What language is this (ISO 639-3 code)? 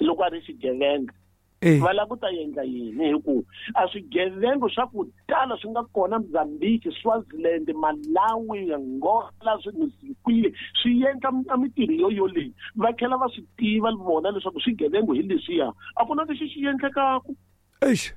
tso